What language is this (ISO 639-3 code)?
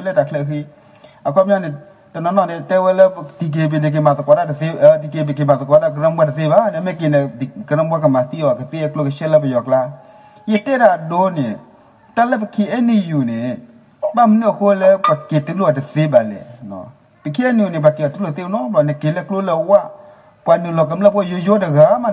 ksw